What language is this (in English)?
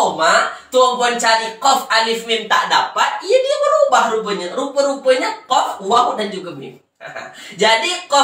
Malay